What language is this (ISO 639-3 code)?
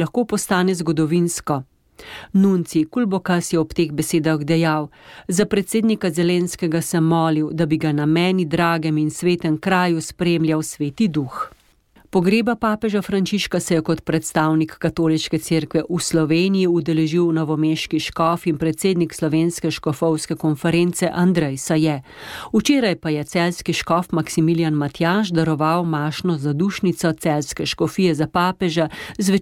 slv